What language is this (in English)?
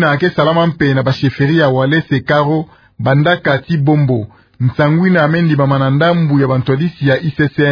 Kituba (Democratic Republic of Congo)